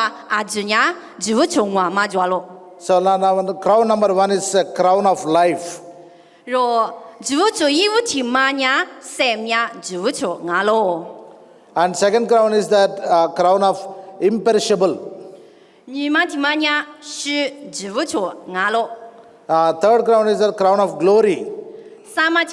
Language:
Lisu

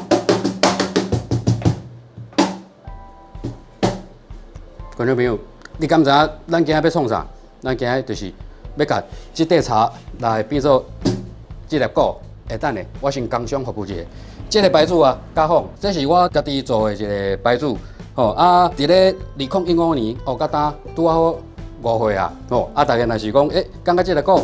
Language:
Min Nan Chinese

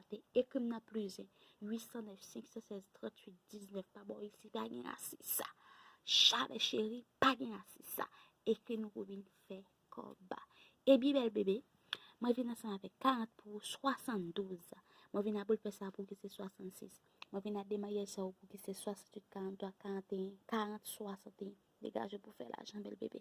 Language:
Haitian Creole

